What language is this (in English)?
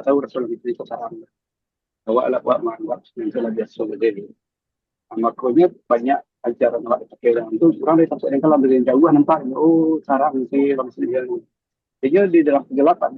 Minangkabau